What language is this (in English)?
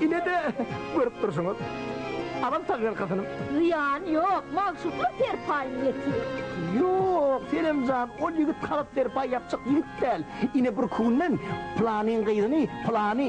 Turkmen